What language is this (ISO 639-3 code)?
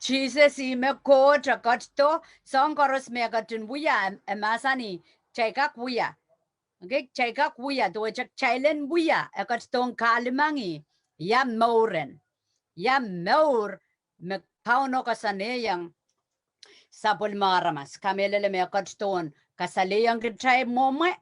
pon